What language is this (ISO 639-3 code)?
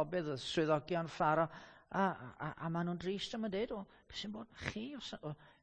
cym